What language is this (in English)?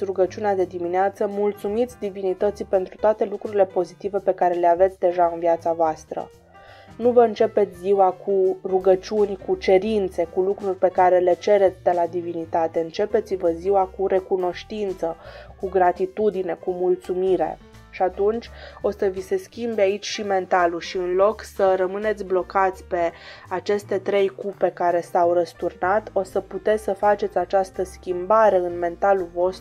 Romanian